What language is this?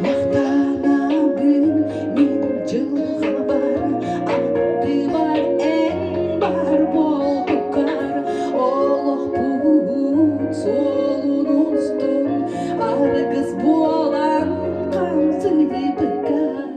Yakut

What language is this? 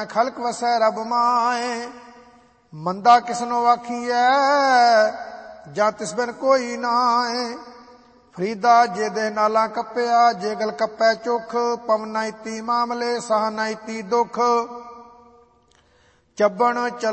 Punjabi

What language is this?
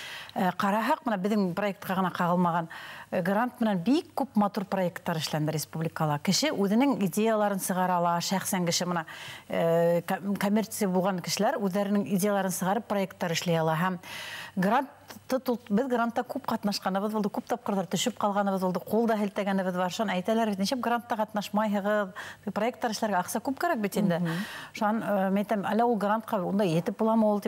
Bashkir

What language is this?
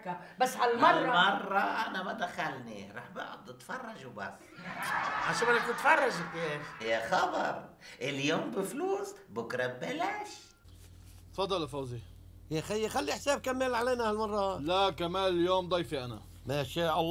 North Levantine Arabic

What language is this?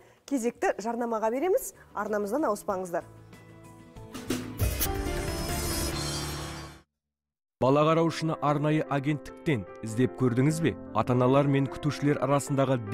Kazakh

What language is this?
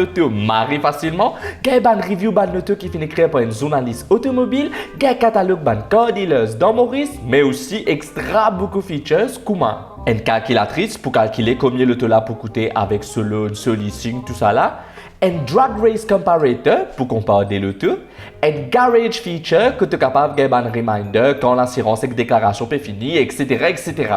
Morisyen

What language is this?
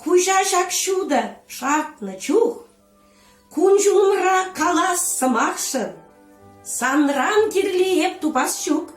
Chuvash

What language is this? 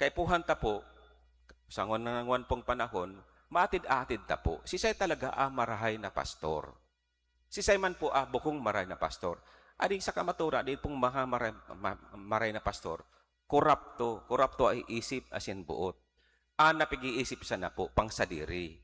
Bikol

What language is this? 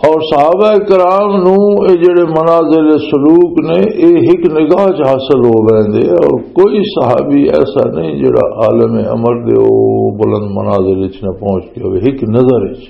Western Panjabi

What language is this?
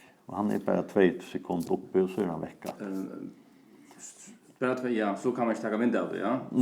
Faroese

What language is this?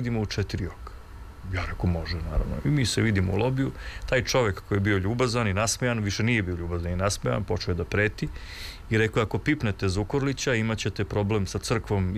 Serbian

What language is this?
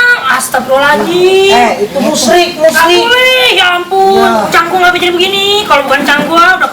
Betawi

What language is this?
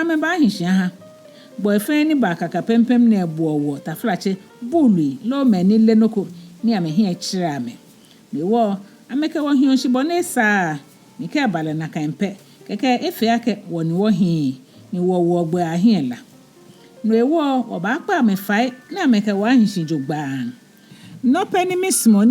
Ga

